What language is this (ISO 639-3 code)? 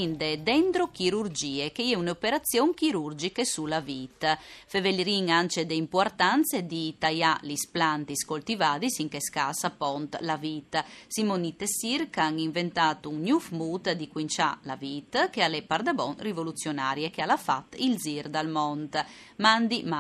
fur